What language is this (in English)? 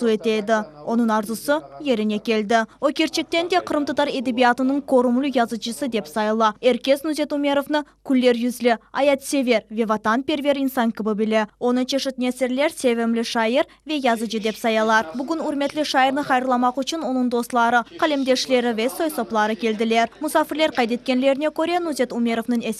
Crimean Tatar